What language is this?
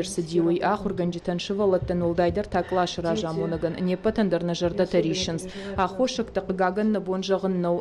Ossetic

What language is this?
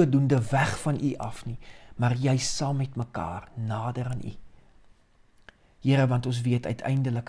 Afrikaans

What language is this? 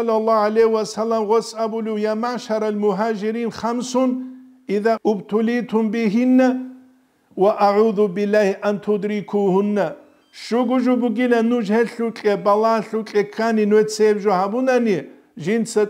Avaric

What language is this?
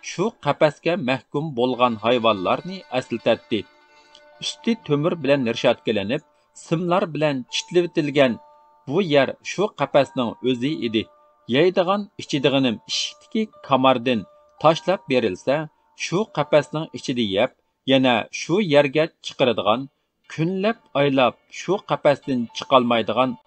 Uyghur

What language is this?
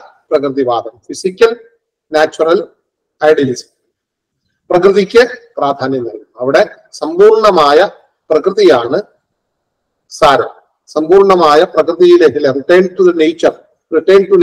Malayalam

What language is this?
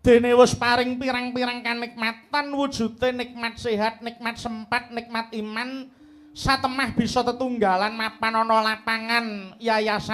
Javanese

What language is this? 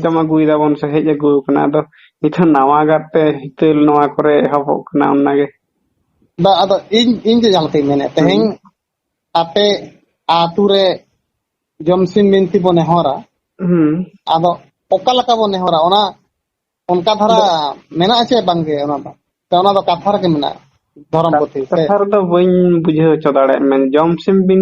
Santali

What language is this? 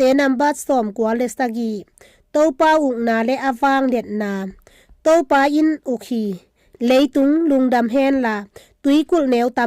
Tedim Chin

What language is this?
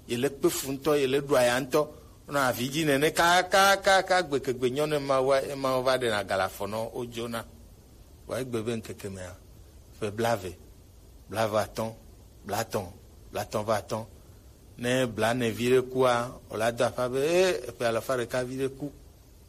Gen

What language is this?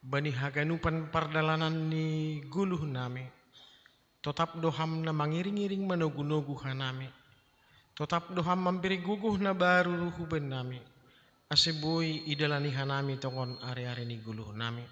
Batak Simalungun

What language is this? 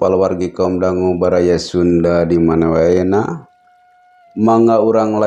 Sundanese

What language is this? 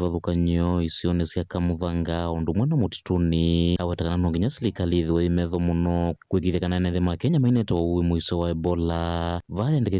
Kamba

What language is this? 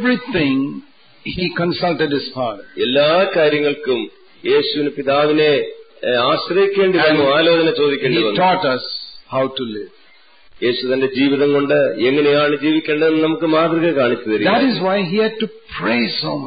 Malayalam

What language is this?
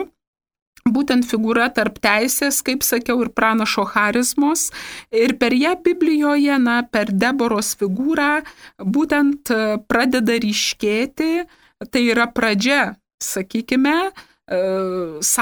Lithuanian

